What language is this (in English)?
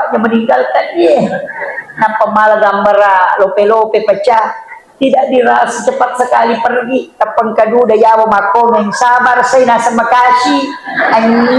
Buginese